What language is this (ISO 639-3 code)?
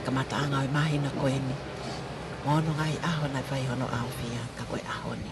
ton